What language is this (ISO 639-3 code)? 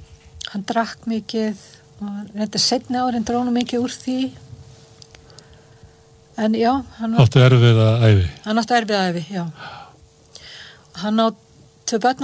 isl